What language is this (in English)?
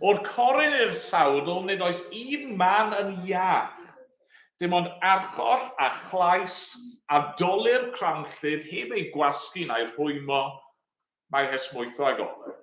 Welsh